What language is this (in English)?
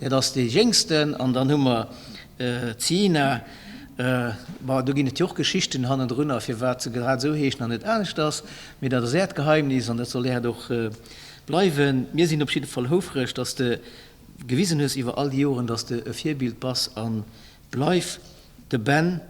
Luxembourgish